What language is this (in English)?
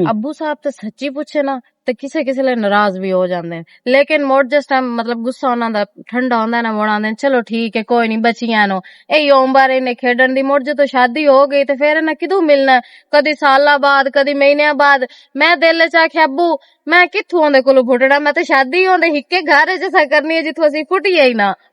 Western Panjabi